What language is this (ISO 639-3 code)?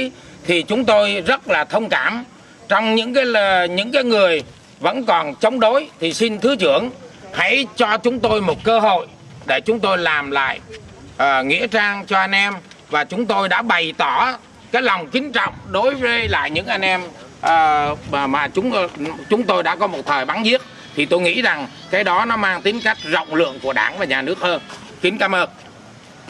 vie